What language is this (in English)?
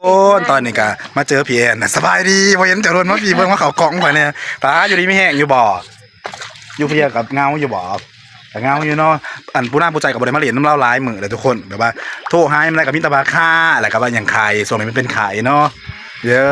Northeastern Thai